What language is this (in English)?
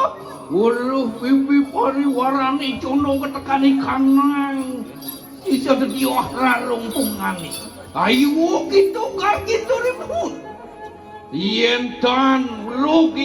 Balinese